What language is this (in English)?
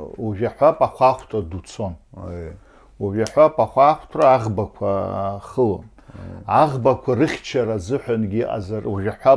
Abkhazian